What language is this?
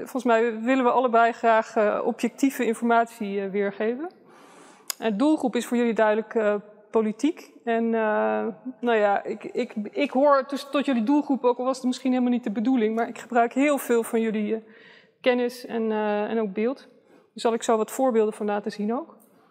Dutch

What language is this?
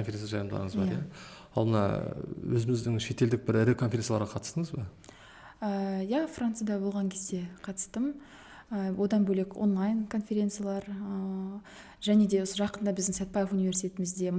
Kazakh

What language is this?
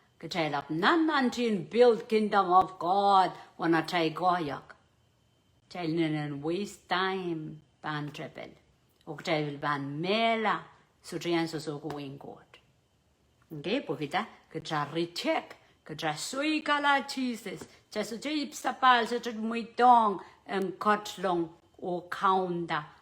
Pohnpeian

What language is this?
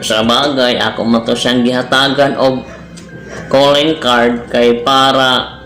Cebuano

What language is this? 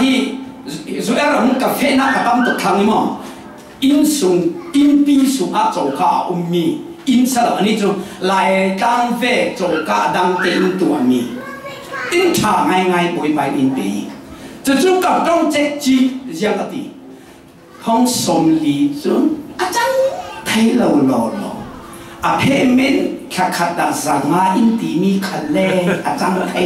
Falam Chin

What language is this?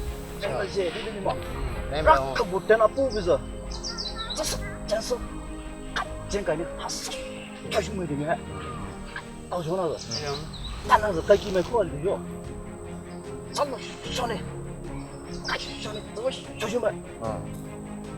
Poumei Naga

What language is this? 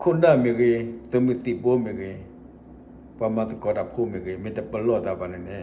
S'gaw Karen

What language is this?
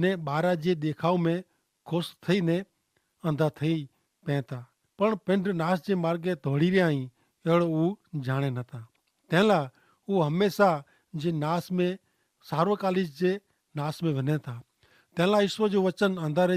Kachhi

